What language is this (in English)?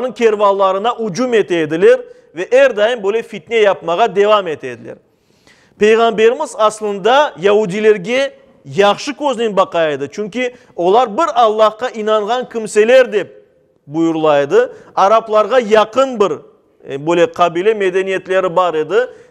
Crimean Tatar